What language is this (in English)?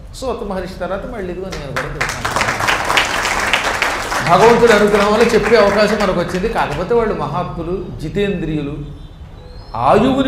Telugu